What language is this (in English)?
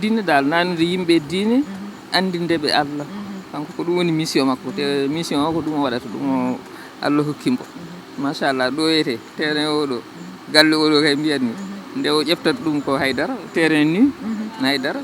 Fula